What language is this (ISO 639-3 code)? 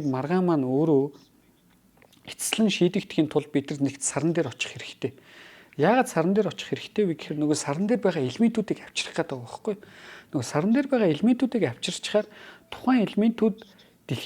mon